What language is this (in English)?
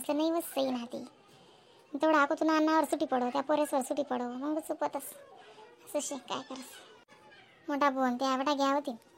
Khandesi